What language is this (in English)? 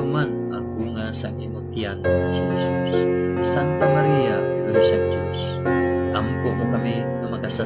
Hiligaynon